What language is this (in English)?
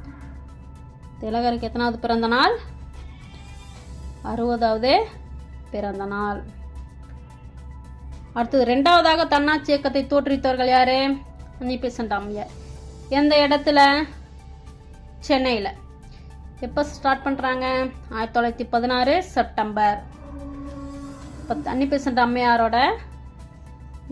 Tamil